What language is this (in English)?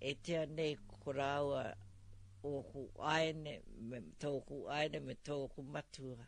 Māori